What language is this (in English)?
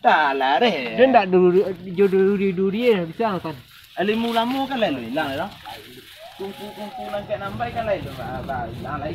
Minangkabau